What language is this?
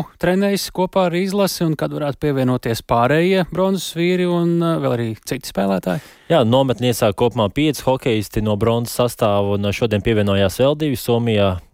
Latvian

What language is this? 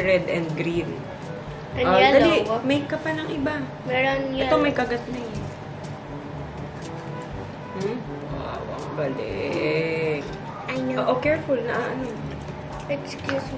Filipino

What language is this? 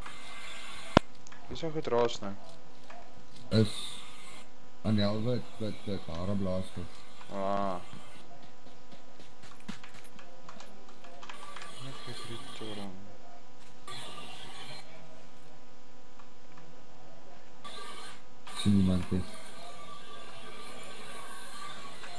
Afrikaans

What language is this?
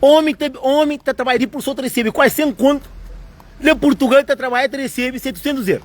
Kabuverdianu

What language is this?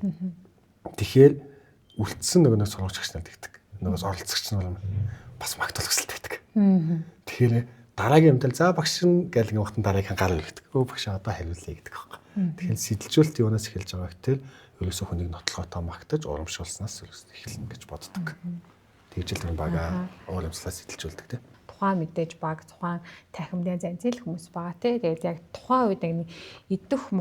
Mongolian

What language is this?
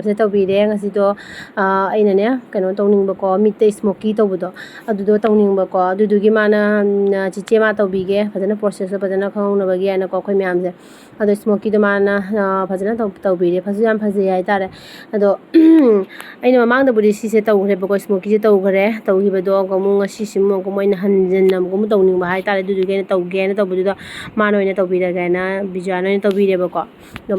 Manipuri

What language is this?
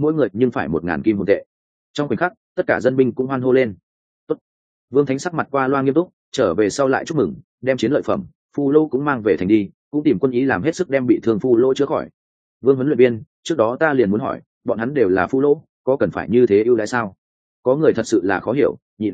Vietnamese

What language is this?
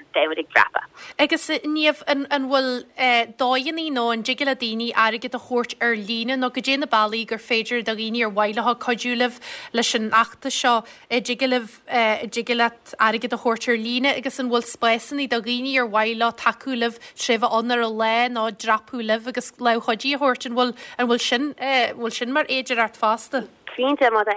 Irish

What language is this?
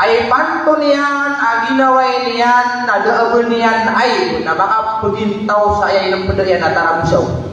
Maranao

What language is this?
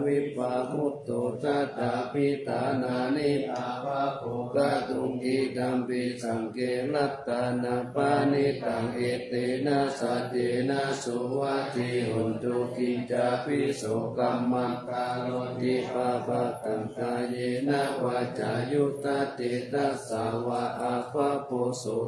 Pali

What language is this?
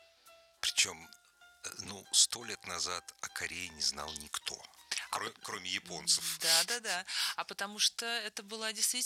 Russian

